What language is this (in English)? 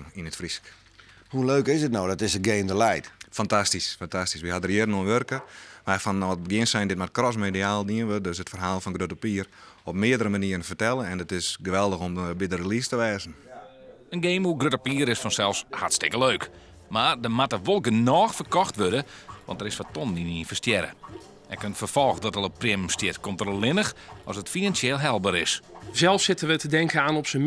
Western Frisian